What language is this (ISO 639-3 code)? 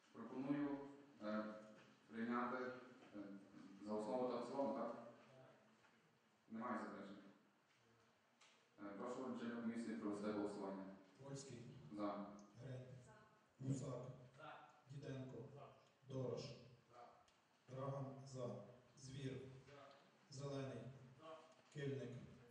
ukr